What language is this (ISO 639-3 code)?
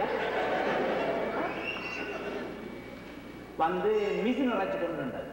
tam